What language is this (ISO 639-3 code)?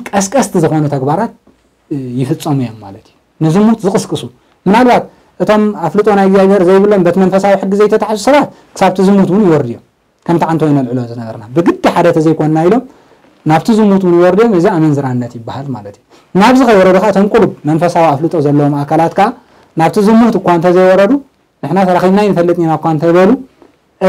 tir